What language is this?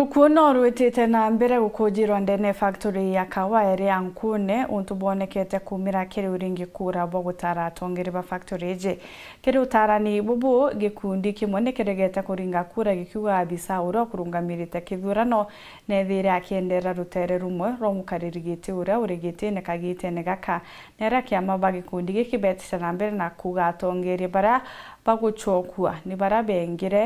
Meru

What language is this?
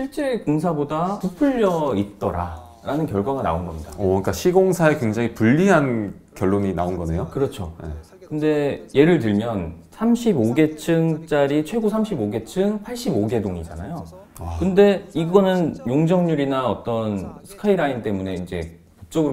Korean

